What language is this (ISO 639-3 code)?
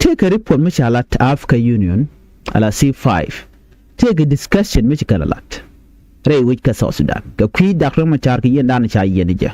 nus